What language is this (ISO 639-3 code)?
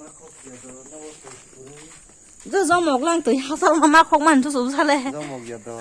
trp